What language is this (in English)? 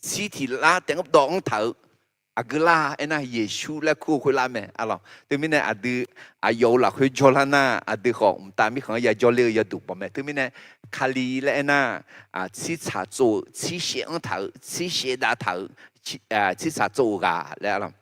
Akha